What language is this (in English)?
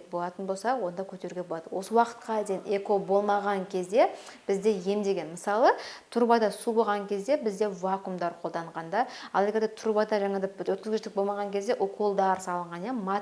Kazakh